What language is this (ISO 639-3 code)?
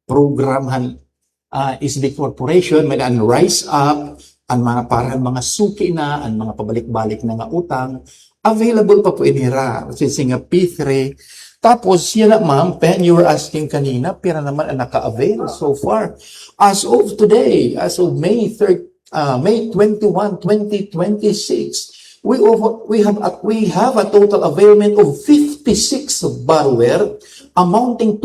war